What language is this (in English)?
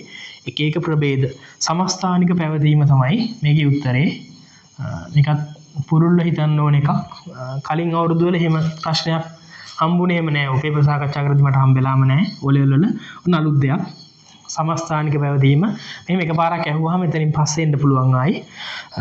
Sinhala